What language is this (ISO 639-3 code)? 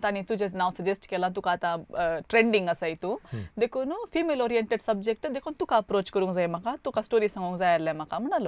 kok